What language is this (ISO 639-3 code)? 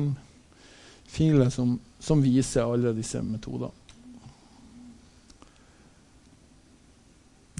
nor